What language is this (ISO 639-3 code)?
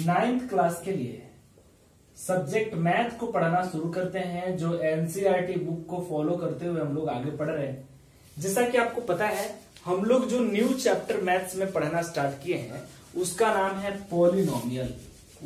hin